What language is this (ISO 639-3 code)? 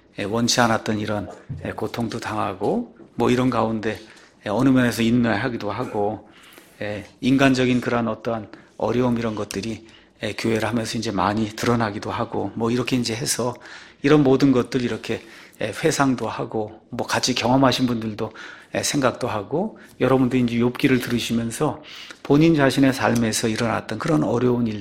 kor